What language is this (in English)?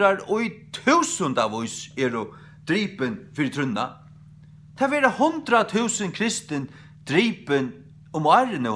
Faroese